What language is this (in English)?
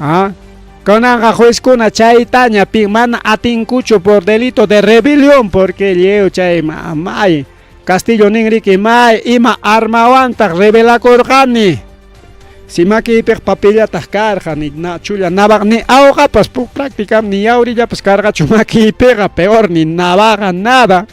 Ayacucho Quechua